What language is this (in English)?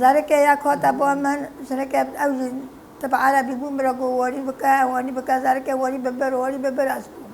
Kurdish